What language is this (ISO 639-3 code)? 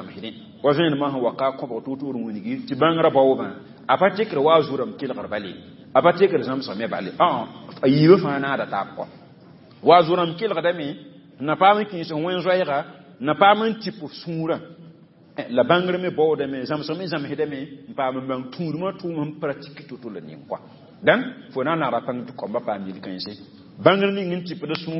mos